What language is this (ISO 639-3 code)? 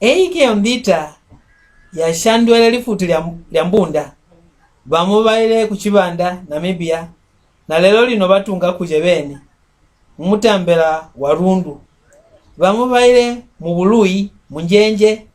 mck